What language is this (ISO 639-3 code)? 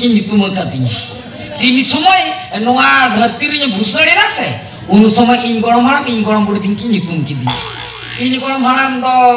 sat